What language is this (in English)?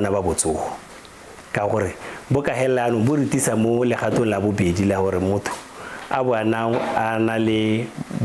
Tswana